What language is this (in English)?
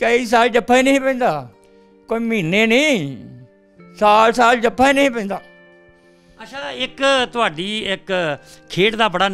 Punjabi